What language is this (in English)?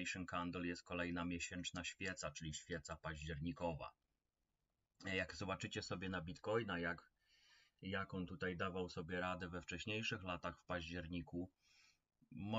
Polish